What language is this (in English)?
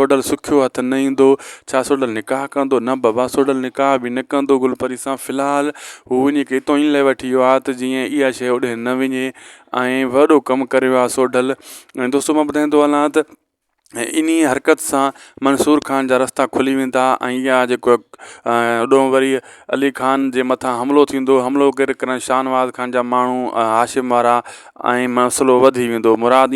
Sindhi